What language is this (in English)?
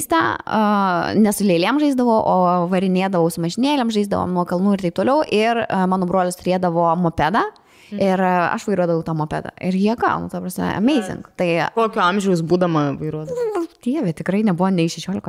Lithuanian